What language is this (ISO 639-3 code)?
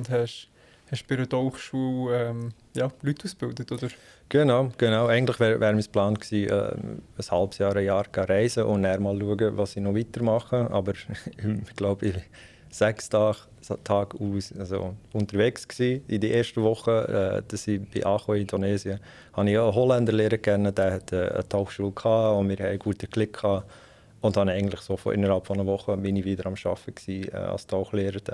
gsw